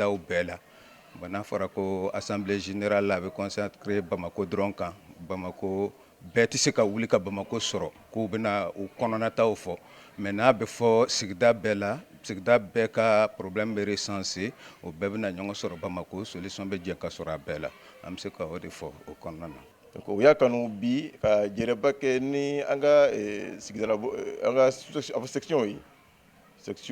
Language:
Bambara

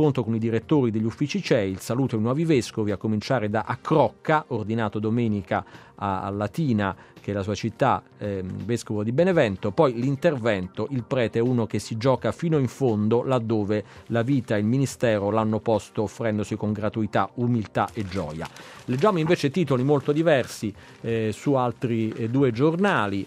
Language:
Italian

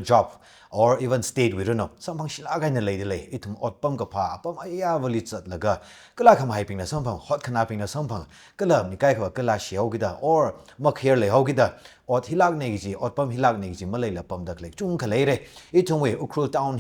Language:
Tangkhul Naga (India)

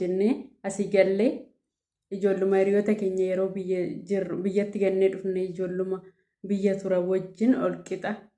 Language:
Oromo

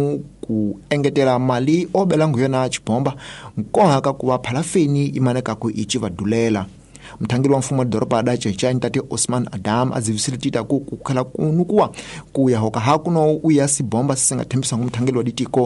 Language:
Tsonga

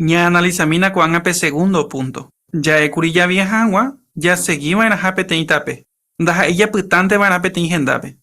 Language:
Guarani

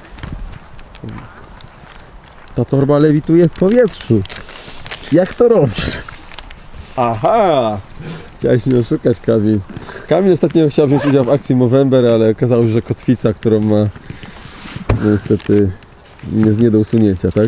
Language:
Polish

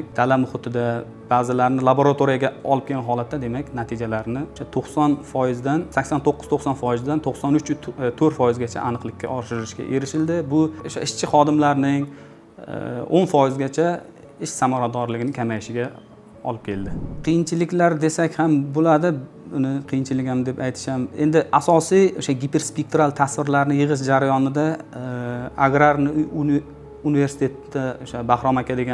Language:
Uzbek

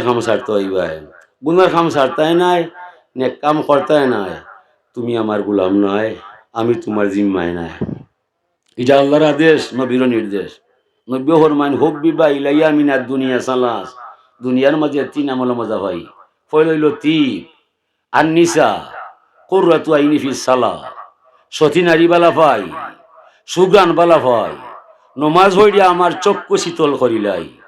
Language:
Sylheti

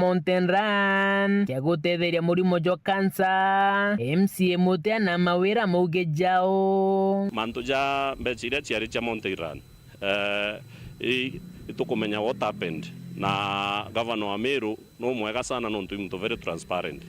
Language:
Meru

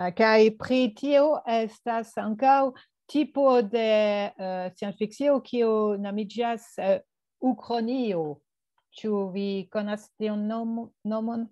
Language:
Esperanto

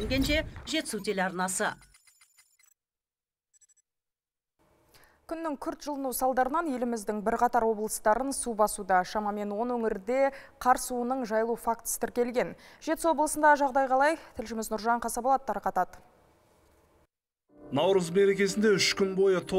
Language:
Kazakh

